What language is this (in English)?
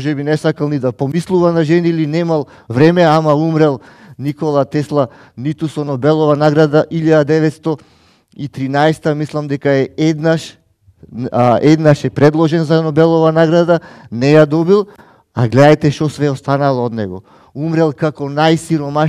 Macedonian